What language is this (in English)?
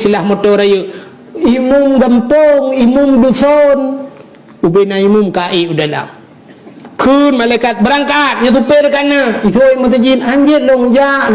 Achinese